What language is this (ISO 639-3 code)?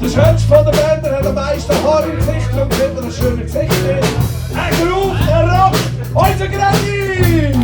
gsw